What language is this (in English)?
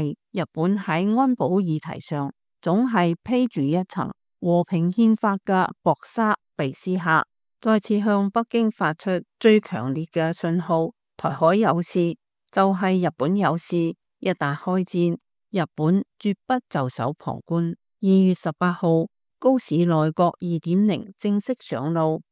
Cantonese